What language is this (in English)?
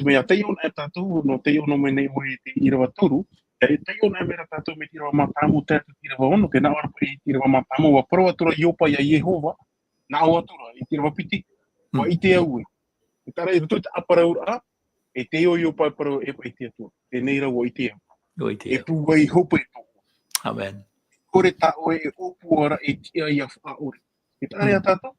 Tahitian